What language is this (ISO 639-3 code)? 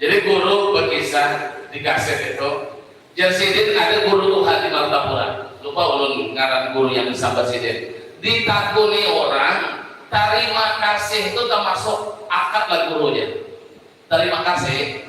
bjn